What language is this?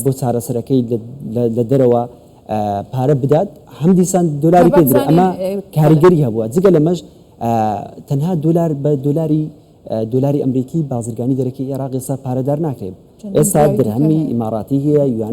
Central Kurdish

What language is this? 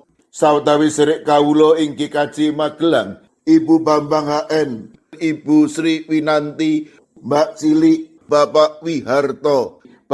Javanese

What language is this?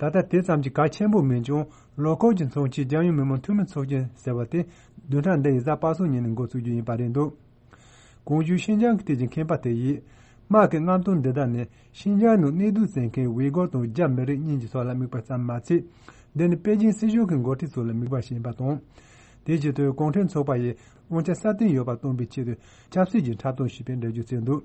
Tibetan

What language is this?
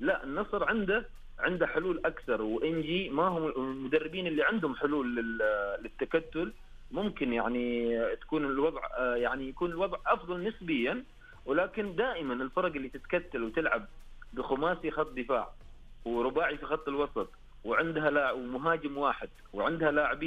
Najdi Arabic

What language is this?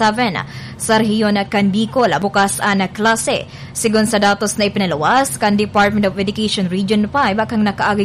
Bikol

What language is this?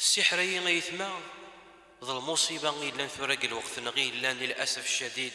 Kabyle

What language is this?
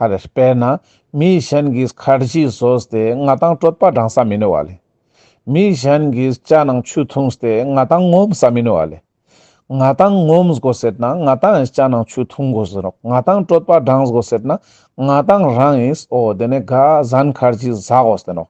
Ladakhi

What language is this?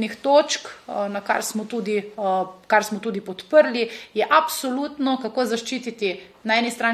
Slovenian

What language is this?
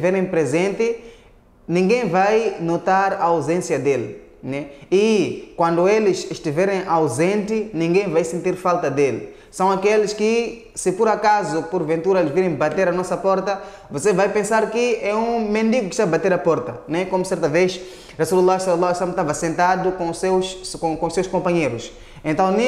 Portuguese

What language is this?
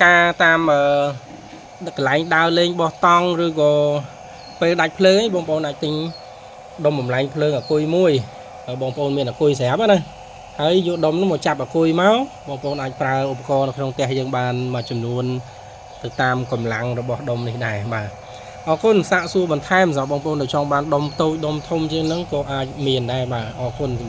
Khmer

